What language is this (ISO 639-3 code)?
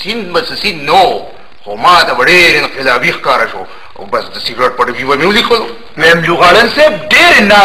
pus